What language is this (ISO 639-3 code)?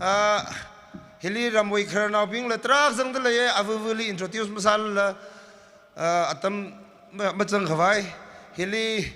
nmf